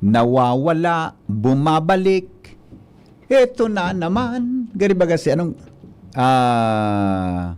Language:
Bikol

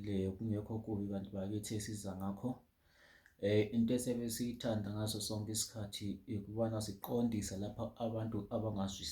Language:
Zulu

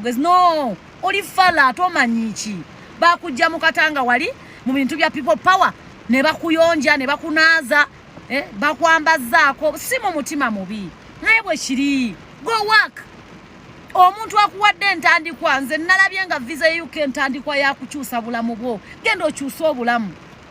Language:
Ganda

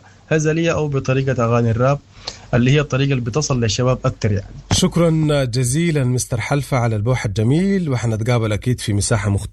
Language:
Sudanese Arabic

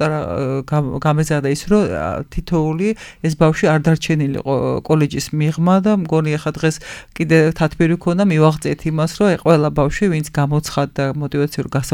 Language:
Georgian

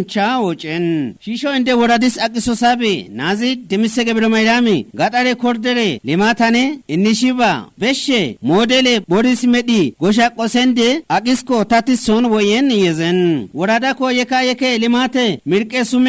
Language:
Kafa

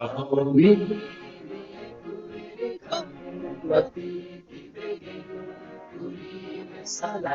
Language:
Divehi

